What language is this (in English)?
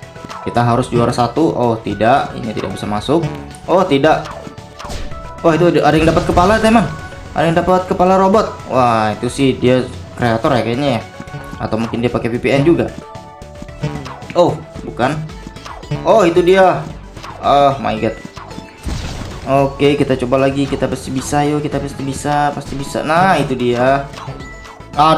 Indonesian